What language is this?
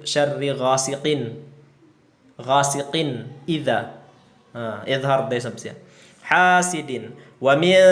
Tausug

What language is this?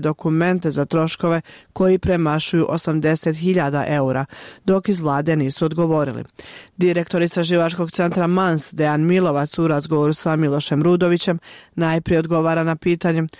Serbian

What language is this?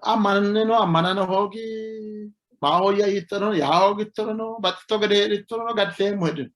Sidamo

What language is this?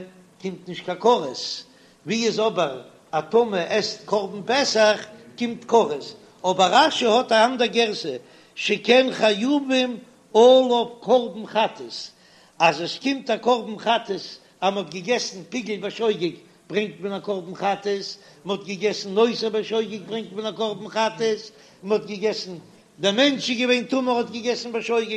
Yiddish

